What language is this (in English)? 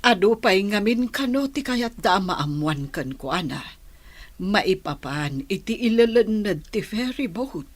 Iloko